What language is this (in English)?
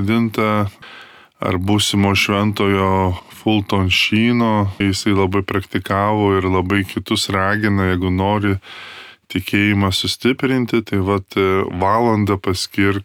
Lithuanian